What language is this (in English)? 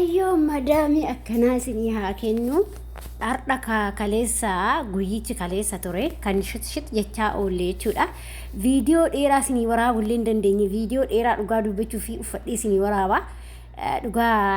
Oromo